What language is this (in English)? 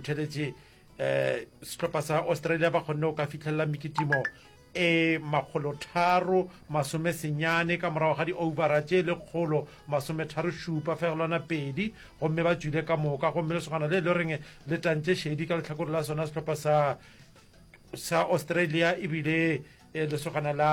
Northern Sotho